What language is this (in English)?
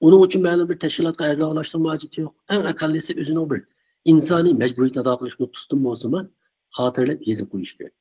Uyghur